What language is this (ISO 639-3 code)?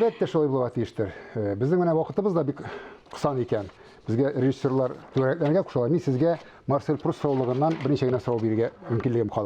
tat